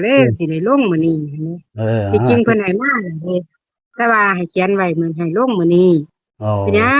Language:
Northeastern Thai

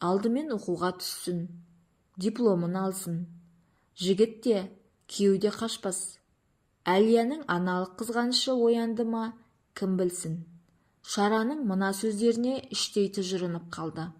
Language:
Kazakh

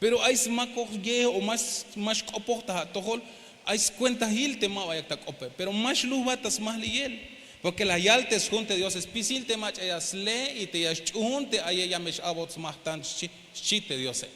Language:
Tzeltal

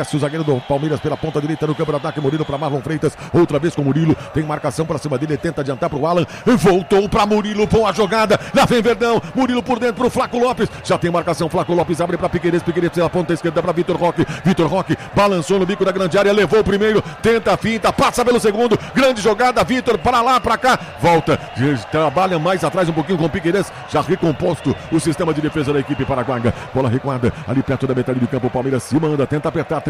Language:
Portuguese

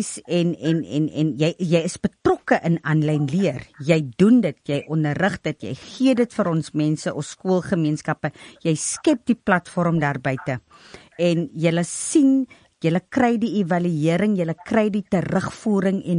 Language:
Afrikaans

